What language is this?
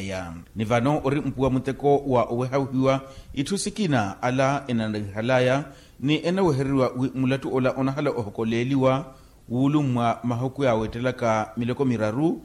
Makhuwa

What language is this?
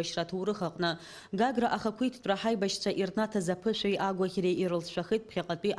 Abkhazian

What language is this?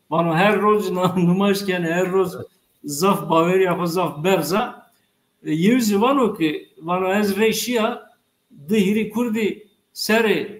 Zaza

